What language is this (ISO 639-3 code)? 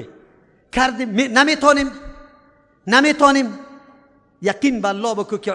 fas